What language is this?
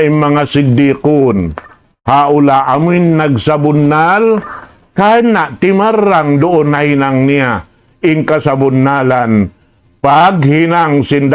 Tausug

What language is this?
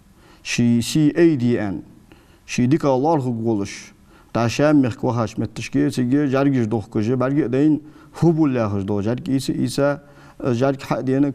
Ingush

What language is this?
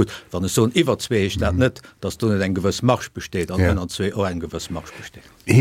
Luxembourgish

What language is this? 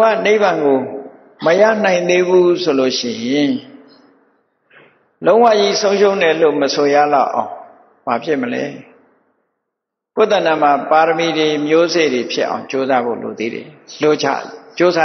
Burmese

